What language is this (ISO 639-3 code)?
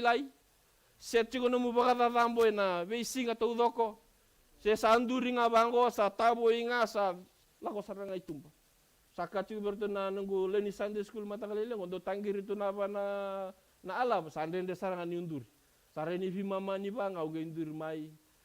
fij